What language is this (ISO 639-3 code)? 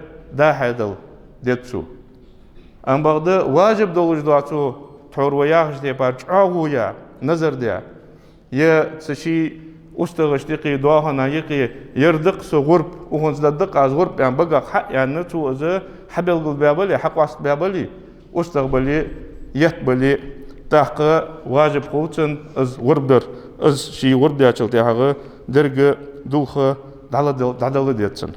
inh